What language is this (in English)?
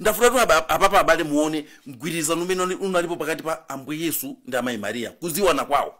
Nyanja